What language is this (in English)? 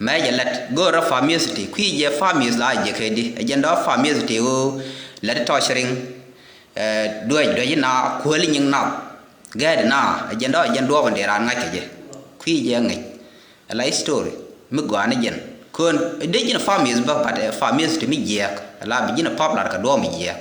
Nuer